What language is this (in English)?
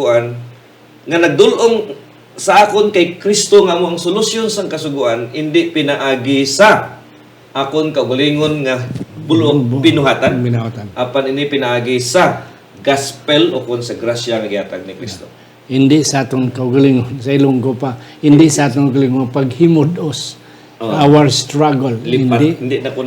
Hiligaynon